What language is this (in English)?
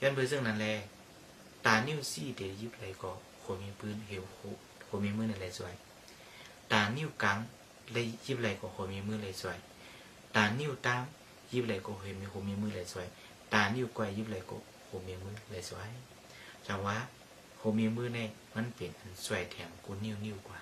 Shan